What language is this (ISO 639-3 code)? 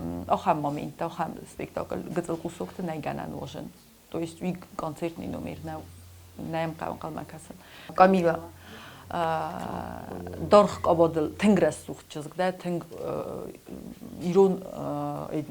oss